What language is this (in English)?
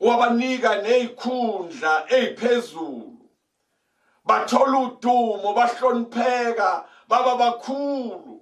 Zulu